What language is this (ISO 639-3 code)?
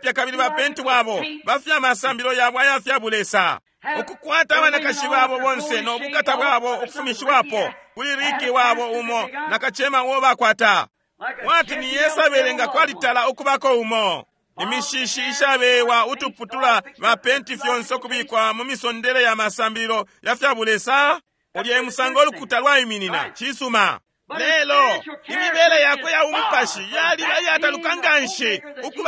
bem